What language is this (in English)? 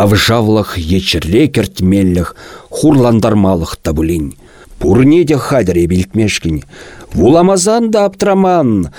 Chuvash